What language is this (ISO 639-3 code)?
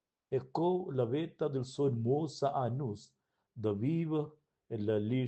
roh